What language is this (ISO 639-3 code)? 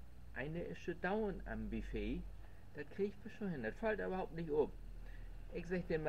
nds